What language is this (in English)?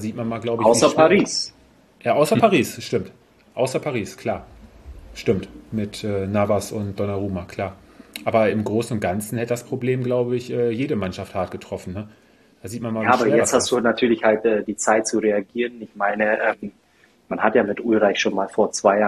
German